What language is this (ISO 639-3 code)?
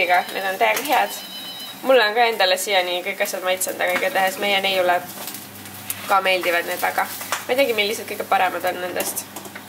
est